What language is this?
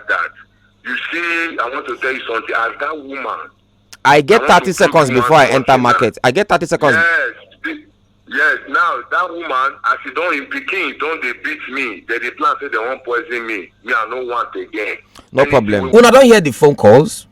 Nigerian Pidgin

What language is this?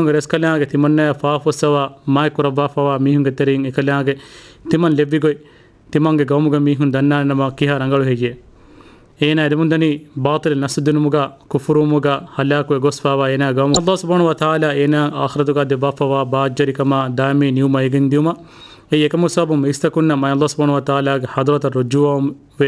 Divehi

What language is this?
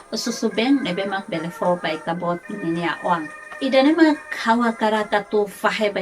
Tetum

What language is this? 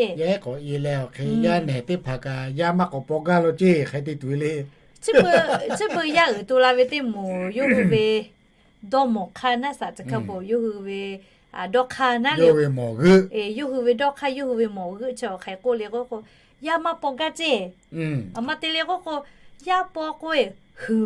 Lahu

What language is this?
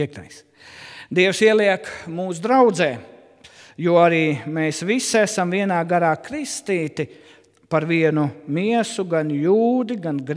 Latvian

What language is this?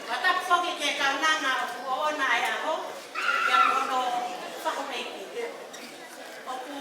Tongan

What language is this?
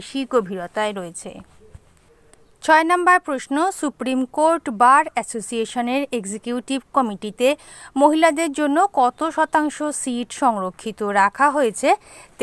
Bangla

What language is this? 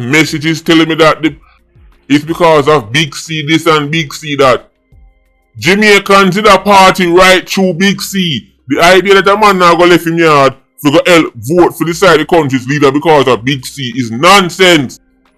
Jamaican Creole English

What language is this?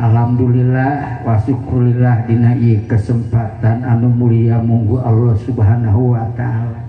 Sundanese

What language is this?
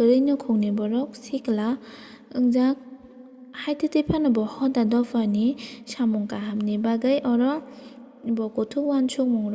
Kok Borok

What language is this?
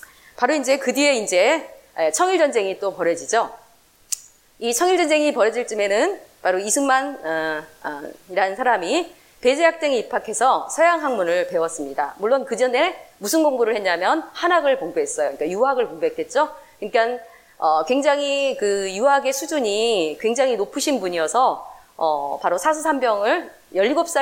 Korean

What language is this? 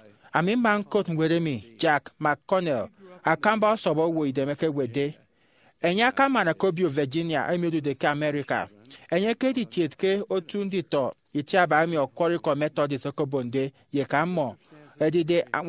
Efik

